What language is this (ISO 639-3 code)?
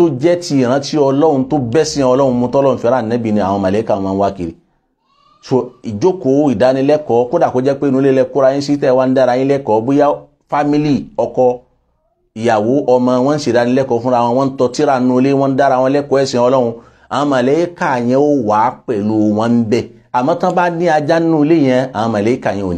yor